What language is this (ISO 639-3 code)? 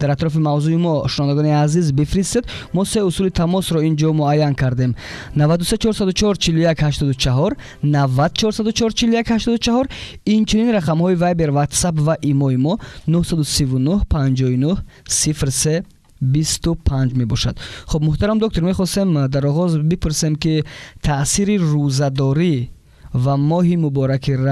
tgk